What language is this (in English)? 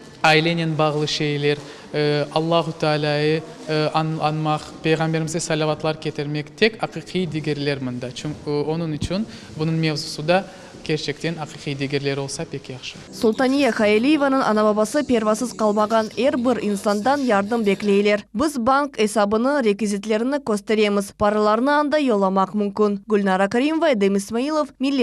Crimean Tatar